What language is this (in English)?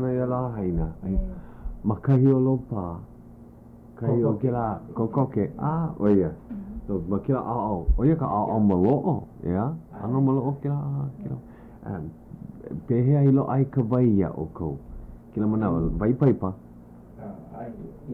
Hawaiian